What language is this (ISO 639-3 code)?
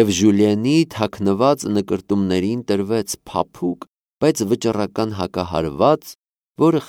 hye